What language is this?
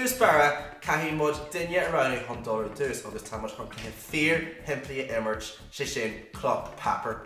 Irish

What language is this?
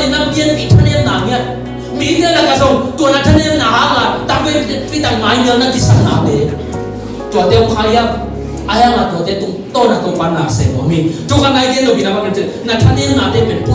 Tedim Chin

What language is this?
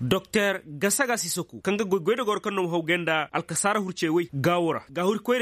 Koyraboro Senni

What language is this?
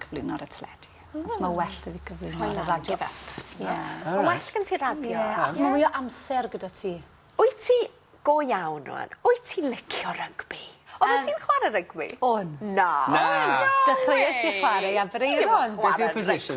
Welsh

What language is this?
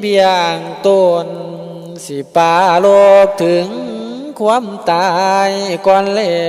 Lao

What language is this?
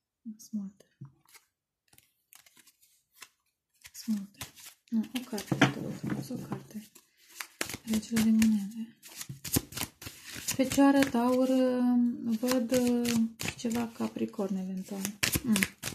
Romanian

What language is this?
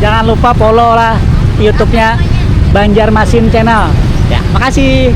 Banjar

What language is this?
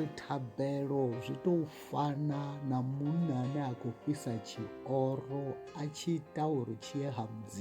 Venda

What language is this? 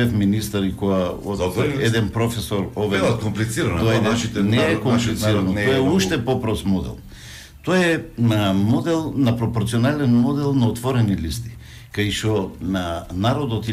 Macedonian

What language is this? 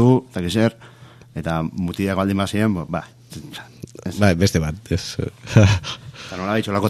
Basque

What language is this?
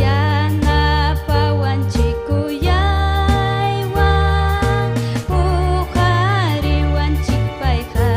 Ayacucho Quechua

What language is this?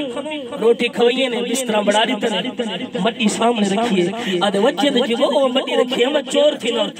Saraiki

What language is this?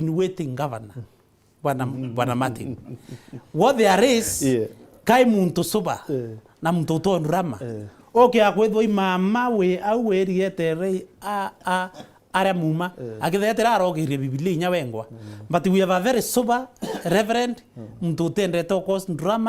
Meru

